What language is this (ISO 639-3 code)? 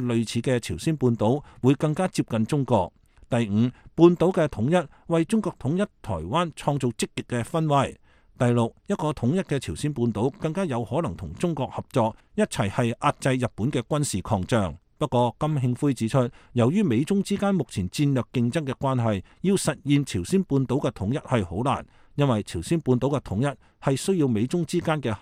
yue